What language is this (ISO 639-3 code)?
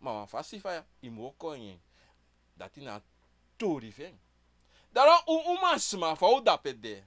srn